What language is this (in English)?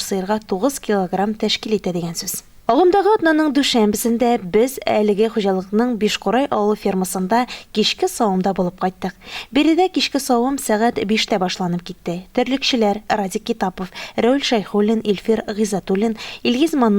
Tatar